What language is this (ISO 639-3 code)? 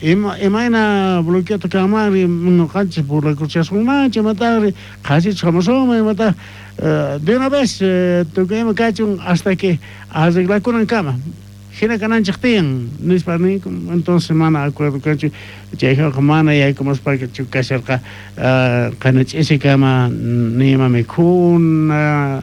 quh